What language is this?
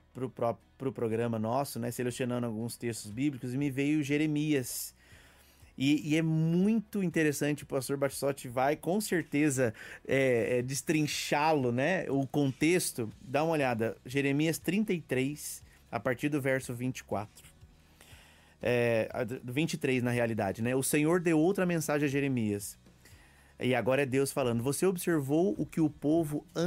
Portuguese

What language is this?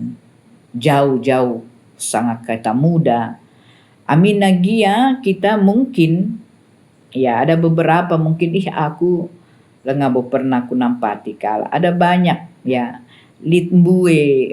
Batak Karo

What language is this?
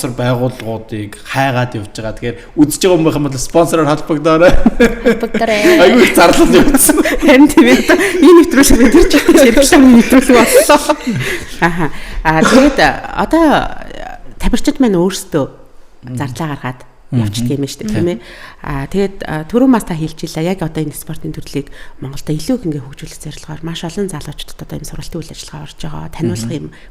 Mongolian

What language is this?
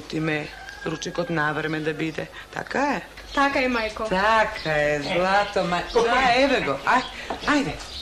Macedonian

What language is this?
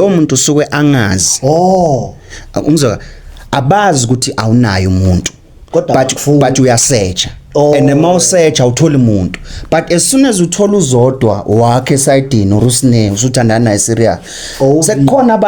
Zulu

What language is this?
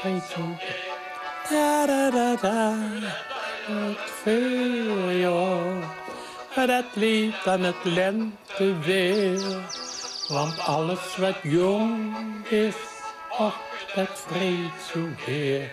Limburgish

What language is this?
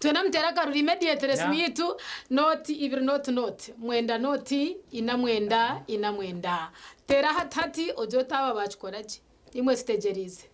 Nyankole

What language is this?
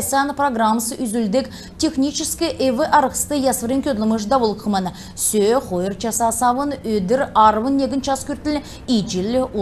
Kalmyk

